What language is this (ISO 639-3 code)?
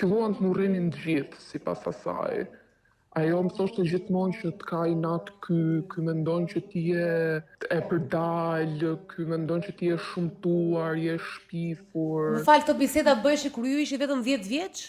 sqi